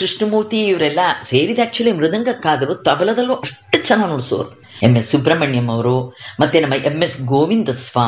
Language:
Kannada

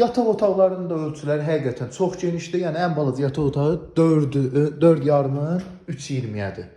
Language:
Azerbaijani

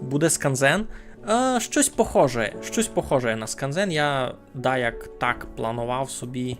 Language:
Rusyn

